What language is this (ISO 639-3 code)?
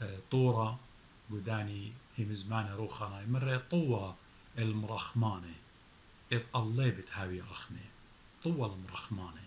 aii